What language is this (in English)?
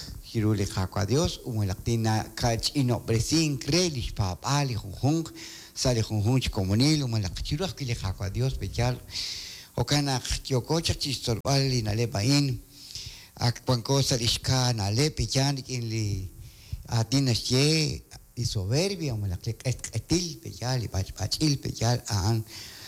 Kekchí